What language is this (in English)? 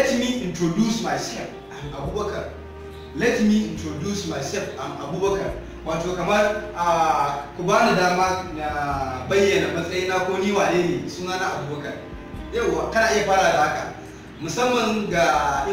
Hausa